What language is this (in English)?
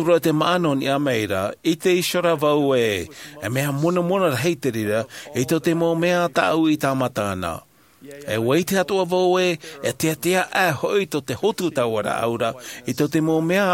Tahitian